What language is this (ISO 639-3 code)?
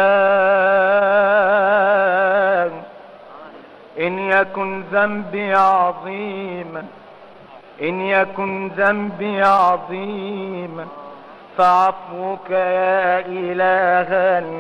ara